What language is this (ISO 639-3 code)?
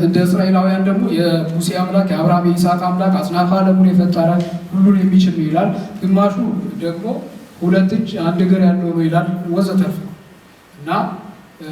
amh